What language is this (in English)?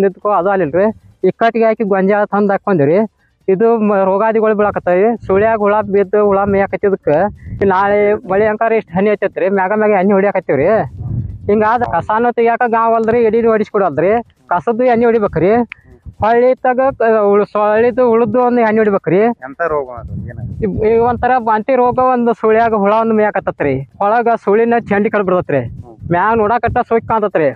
Kannada